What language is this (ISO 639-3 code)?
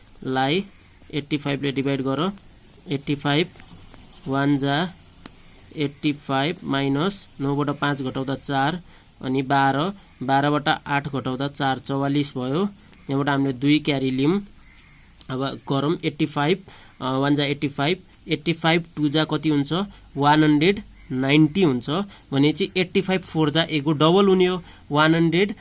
nep